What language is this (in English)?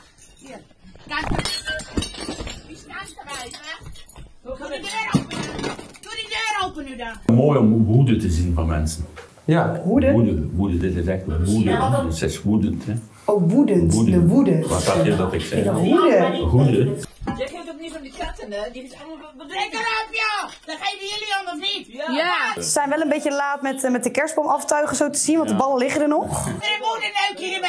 Dutch